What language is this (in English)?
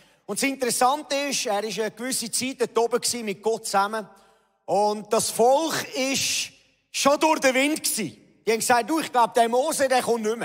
Swiss German